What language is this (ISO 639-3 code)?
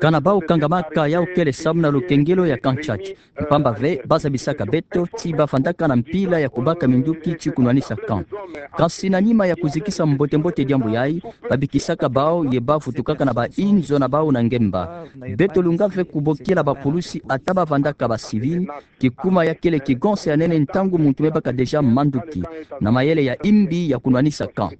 ktu